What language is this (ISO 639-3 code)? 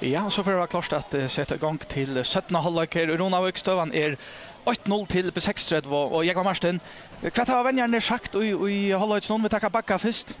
fao